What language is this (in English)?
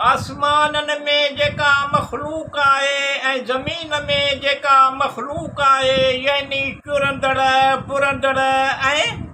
Sindhi